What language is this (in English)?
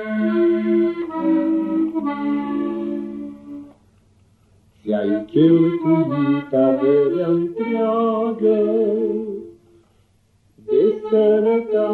Romanian